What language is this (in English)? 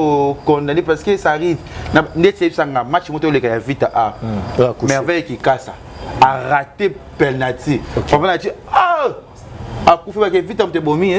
Lingala